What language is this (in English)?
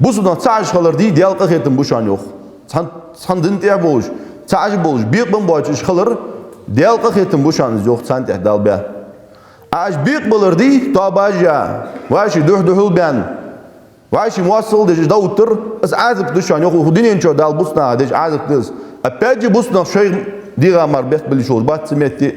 Ingush